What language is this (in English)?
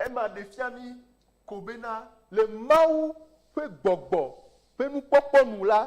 Ewe